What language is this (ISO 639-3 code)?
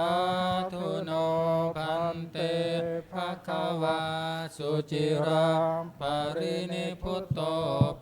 pli